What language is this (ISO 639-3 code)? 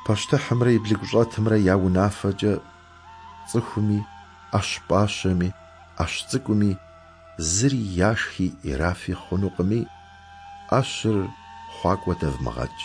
kbd